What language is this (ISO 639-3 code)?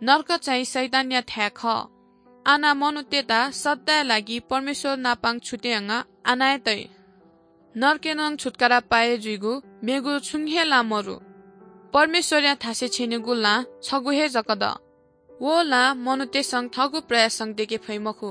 new